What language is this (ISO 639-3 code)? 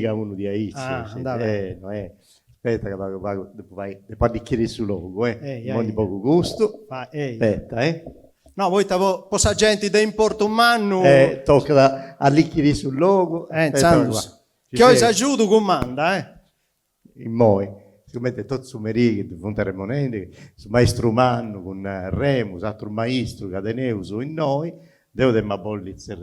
srd